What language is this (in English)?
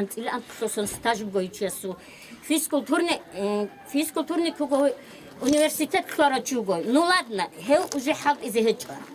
Avaric